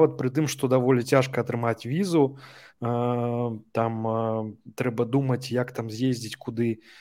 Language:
Belarusian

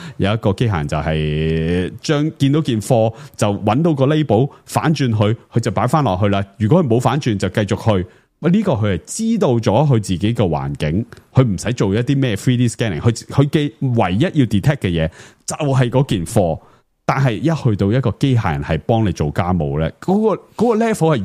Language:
Cantonese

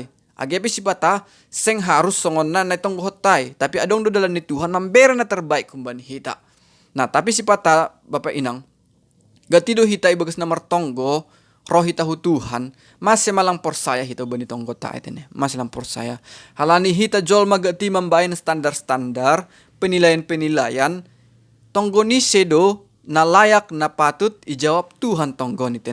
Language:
Batak Simalungun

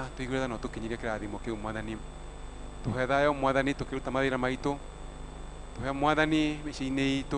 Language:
Kikuyu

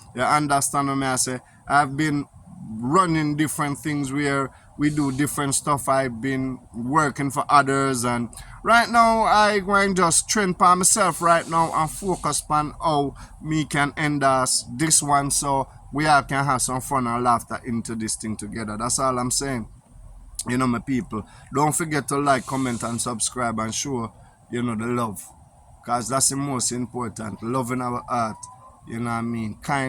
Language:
Jamaican Creole English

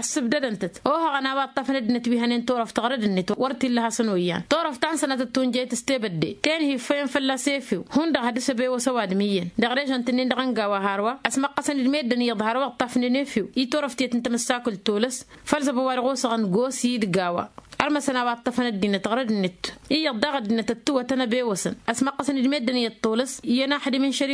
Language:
Tamasheq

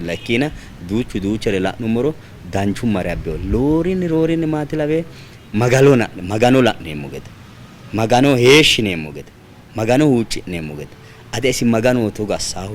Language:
Sidamo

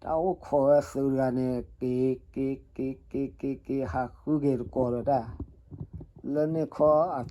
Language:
S'gaw Karen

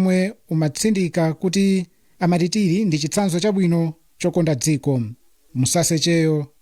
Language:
Nyanja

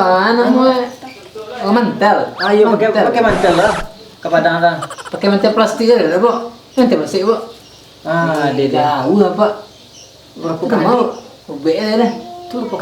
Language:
Minangkabau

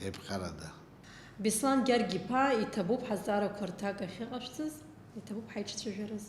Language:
Abkhazian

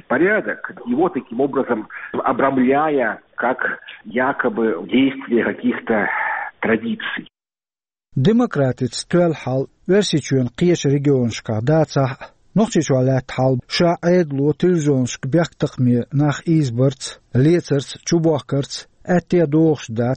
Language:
Chechen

